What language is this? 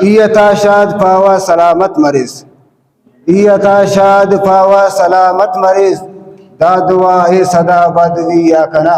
Brahui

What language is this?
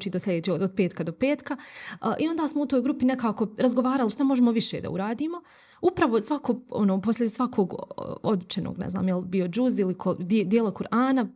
Bosnian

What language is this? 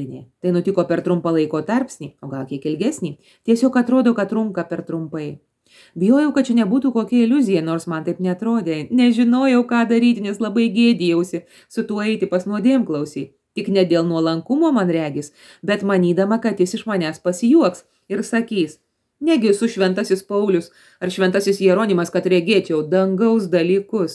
Lithuanian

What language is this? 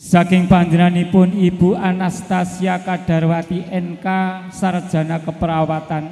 Javanese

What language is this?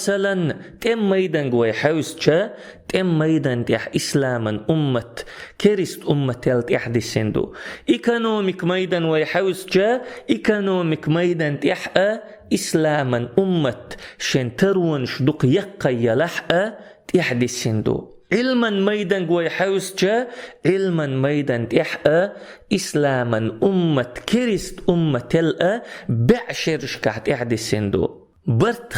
Chechen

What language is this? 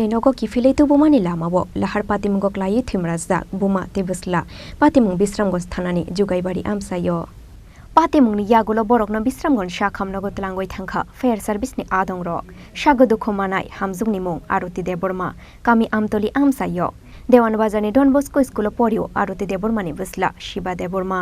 Kok Borok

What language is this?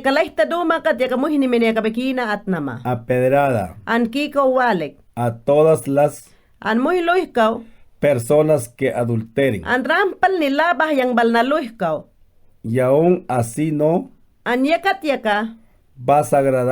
Mayangna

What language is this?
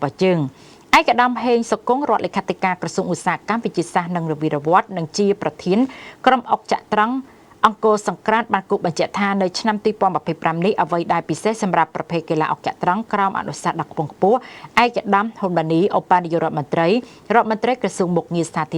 Khmer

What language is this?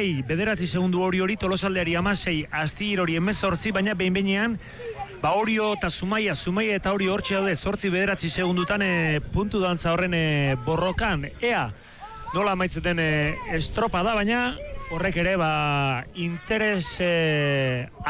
Basque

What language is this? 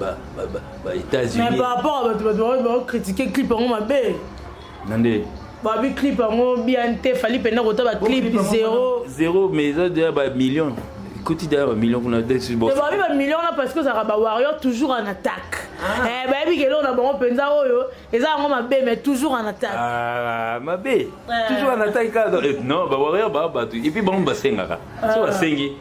Lingala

